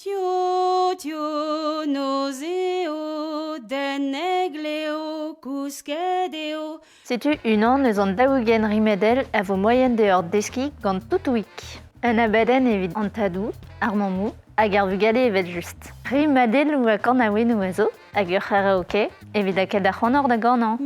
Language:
Breton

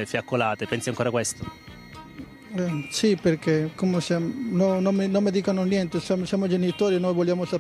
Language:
Italian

